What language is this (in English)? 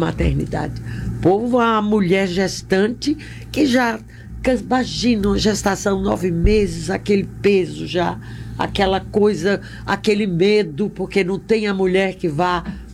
Portuguese